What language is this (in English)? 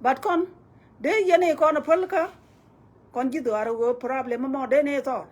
Nuer